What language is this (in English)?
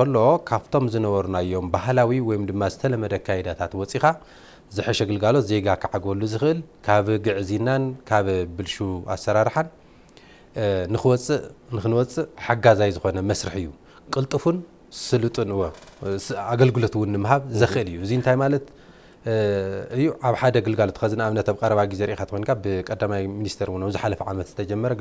Tigrinya